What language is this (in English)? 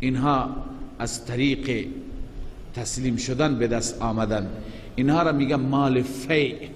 Persian